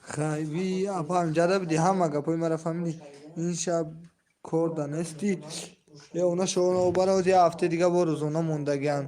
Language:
Tajik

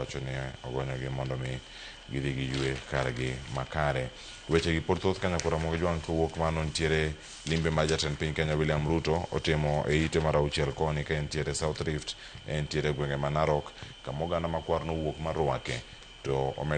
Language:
Luo (Kenya and Tanzania)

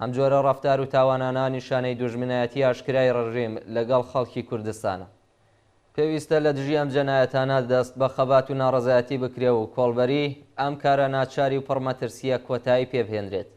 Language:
Central Kurdish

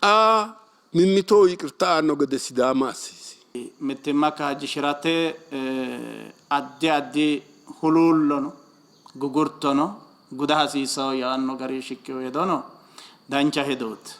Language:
Sidamo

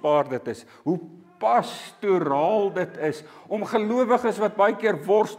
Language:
Afrikaans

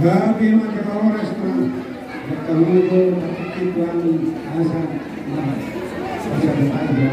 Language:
Batak Toba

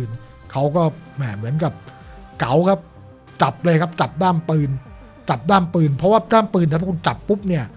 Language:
Thai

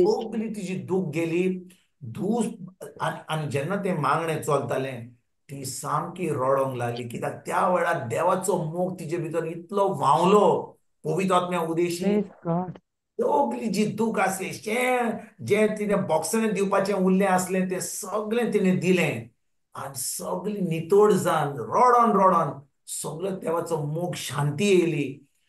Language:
Konkani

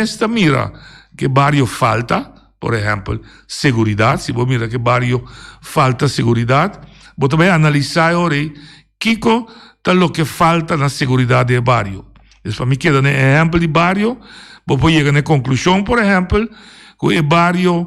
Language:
Papiamento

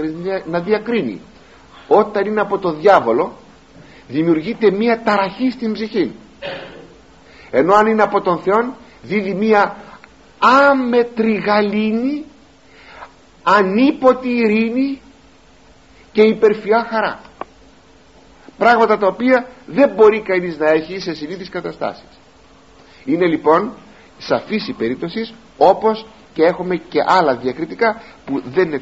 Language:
Greek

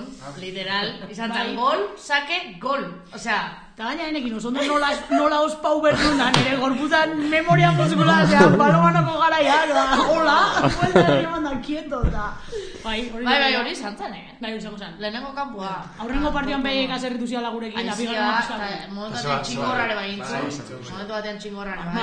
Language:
Basque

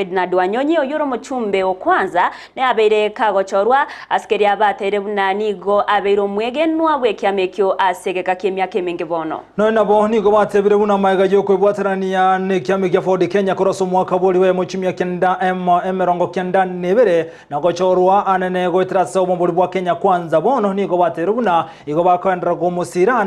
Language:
Gusii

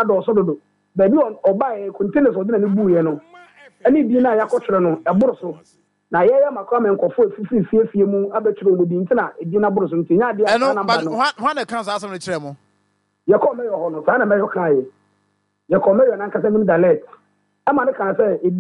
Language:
Akan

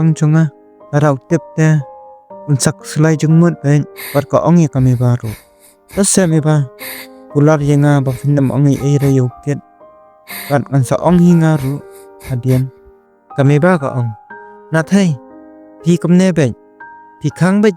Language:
Khasi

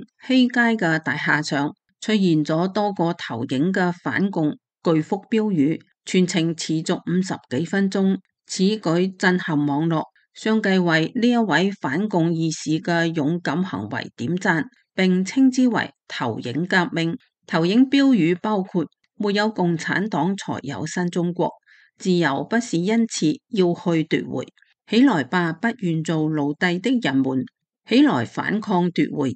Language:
Cantonese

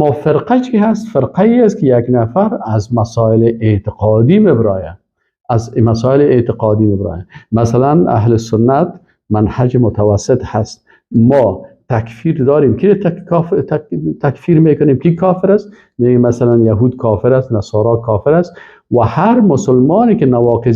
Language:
Persian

